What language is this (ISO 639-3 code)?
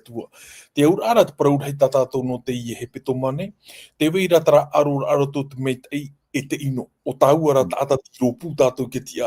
tah